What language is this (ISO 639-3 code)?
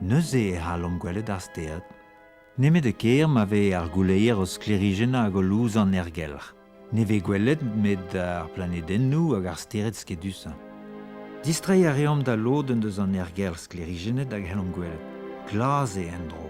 bre